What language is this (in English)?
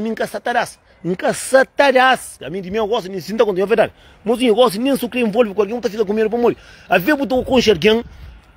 Kabuverdianu